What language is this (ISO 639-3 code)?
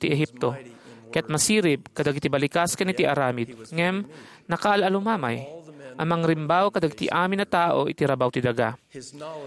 ilo